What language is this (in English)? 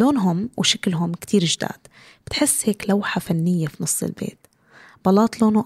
North Levantine Arabic